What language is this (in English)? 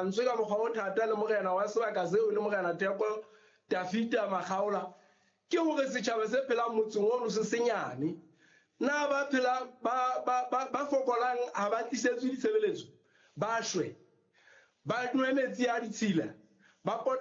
Southern Sotho